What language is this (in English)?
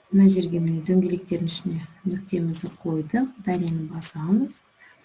Kazakh